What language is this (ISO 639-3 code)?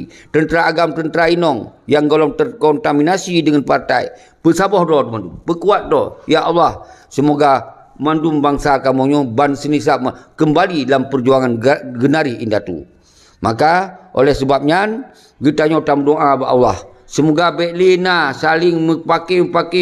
ace